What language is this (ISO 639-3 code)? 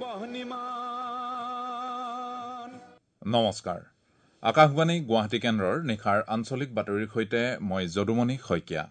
asm